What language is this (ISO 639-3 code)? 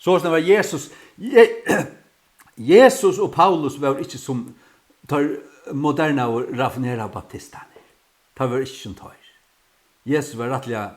fao